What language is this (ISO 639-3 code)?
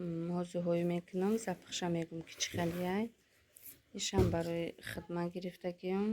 tgk